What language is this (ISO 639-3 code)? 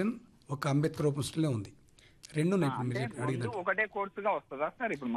tel